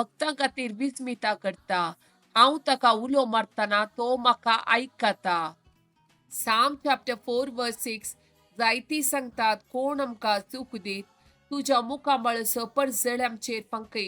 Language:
Konkani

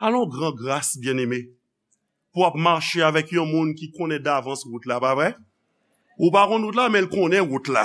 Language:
Haitian Creole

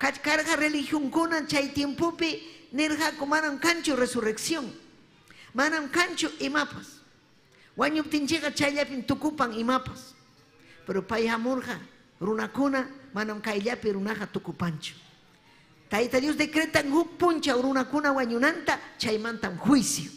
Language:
Ayacucho Quechua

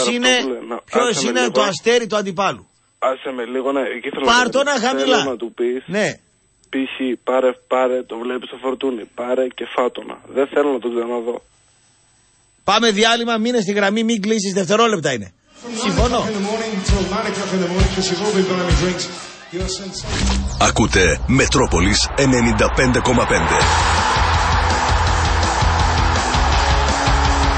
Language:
Greek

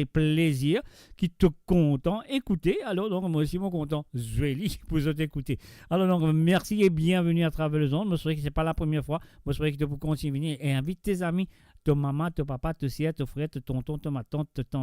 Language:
Morisyen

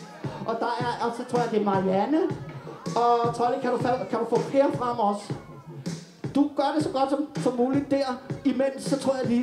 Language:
Danish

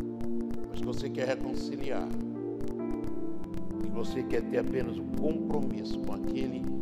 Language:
Portuguese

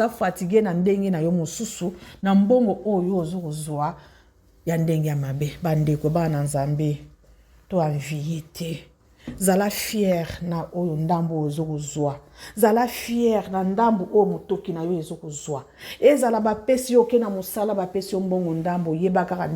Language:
Lingala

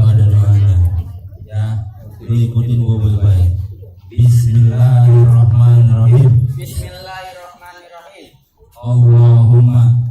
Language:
Betawi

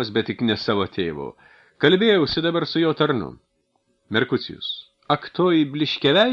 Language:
Lithuanian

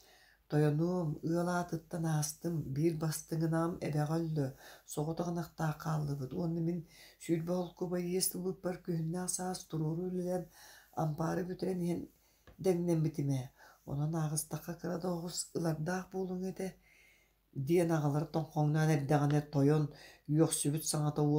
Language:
Yakut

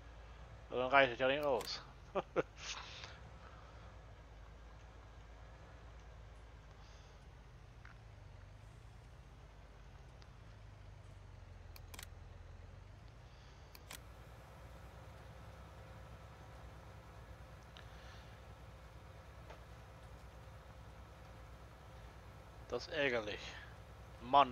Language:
German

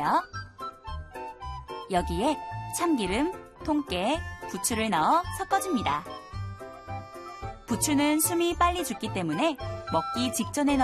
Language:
Korean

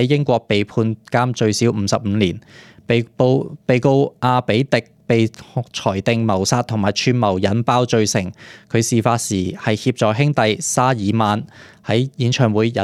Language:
Cantonese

